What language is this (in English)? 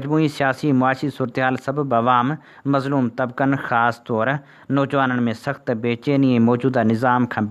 Sindhi